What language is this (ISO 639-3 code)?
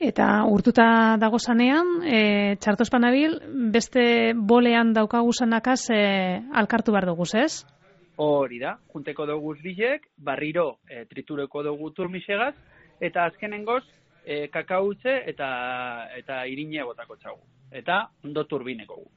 eus